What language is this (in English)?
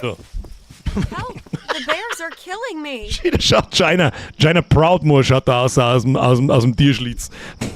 Bavarian